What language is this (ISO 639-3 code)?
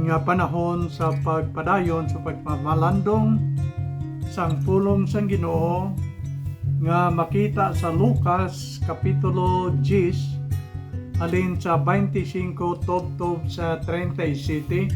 hil